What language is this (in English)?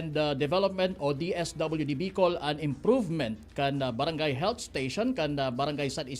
Bikol